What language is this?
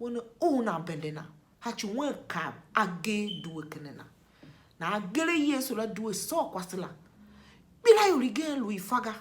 Tiv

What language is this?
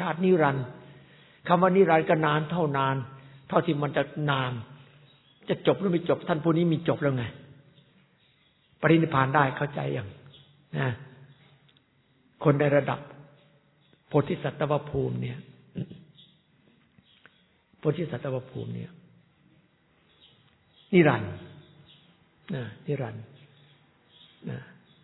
Thai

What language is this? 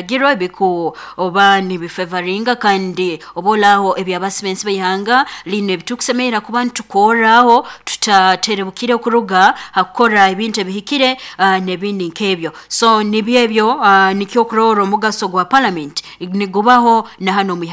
Nyankole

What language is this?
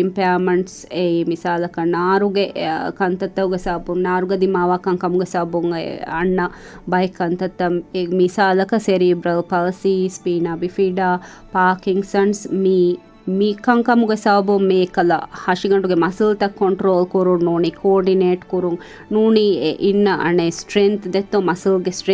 Divehi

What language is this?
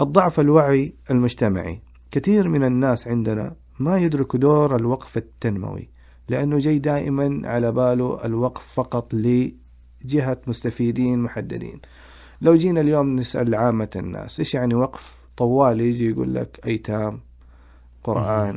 Najdi Arabic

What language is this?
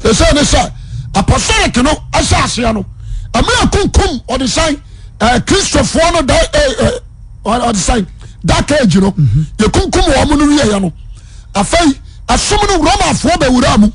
Akan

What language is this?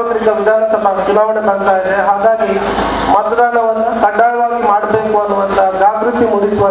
Kannada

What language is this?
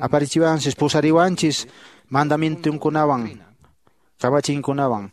Quechua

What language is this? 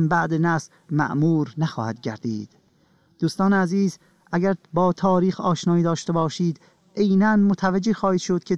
Persian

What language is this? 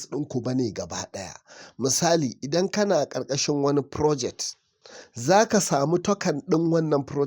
Hausa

